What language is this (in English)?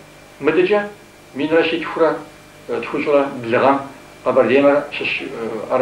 Kabardian